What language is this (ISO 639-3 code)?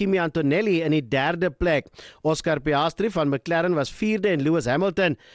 afr